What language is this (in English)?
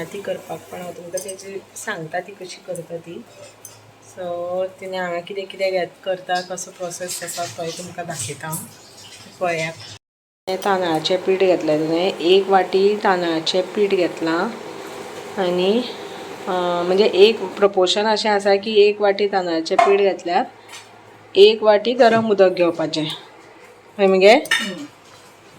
Konkani